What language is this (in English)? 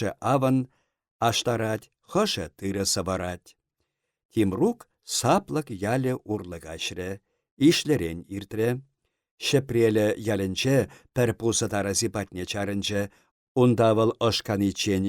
Chuvash